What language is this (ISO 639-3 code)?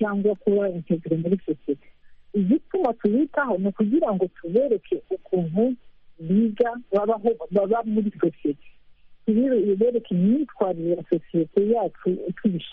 kin